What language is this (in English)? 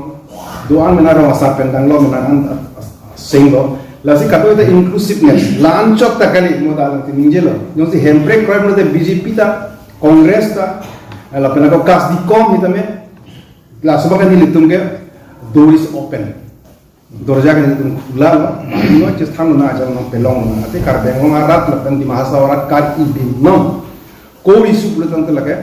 Karbi